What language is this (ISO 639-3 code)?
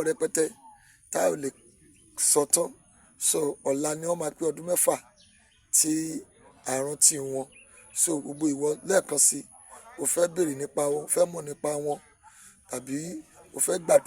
yor